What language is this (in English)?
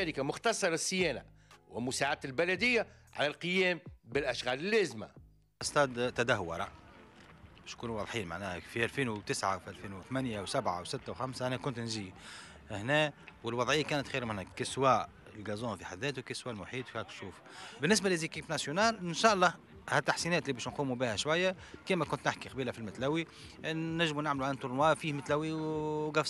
Tunisian Arabic